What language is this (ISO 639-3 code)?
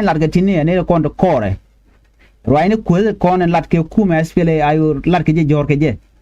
nus